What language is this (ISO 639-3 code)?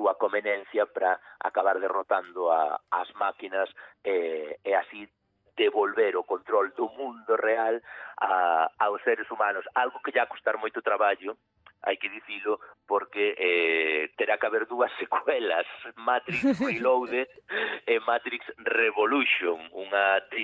glg